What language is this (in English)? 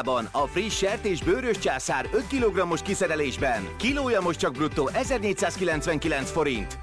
Hungarian